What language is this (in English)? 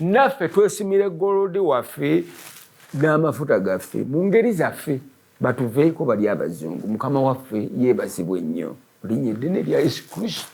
Ganda